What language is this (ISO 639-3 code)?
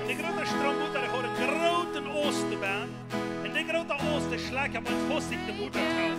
pdt